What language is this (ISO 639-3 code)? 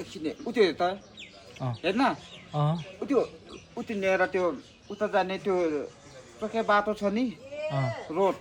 nep